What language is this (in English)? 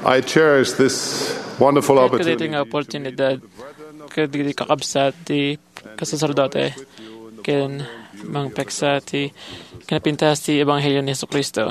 Iloko